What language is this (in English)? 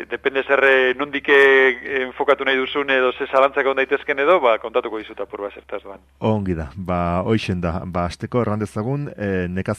Basque